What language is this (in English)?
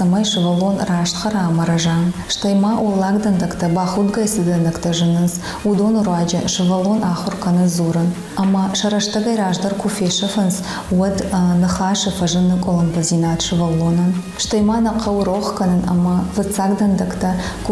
Ossetic